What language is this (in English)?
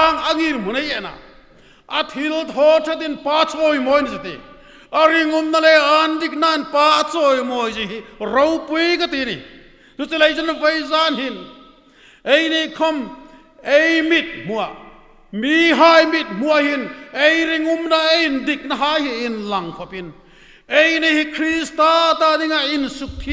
Hmar